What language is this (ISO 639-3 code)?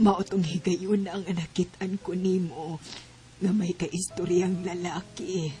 ceb